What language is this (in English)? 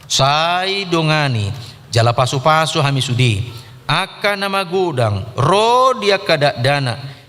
Batak Toba